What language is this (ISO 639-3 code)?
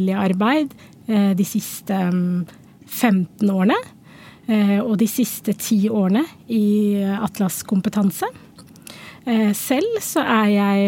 nor